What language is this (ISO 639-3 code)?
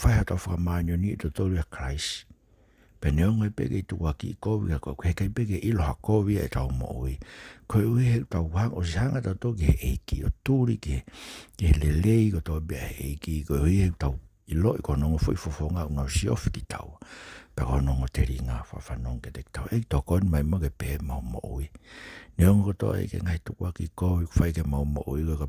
ton